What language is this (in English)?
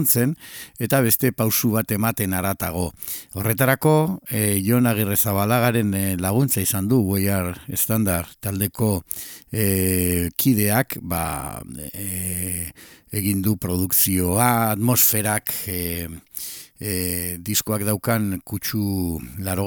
Basque